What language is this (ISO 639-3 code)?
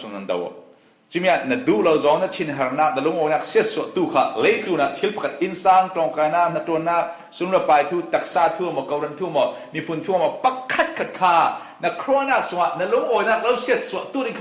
cfm